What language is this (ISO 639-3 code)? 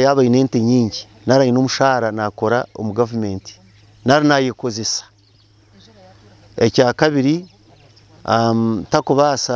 kin